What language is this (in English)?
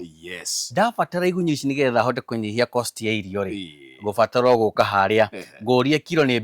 Kikuyu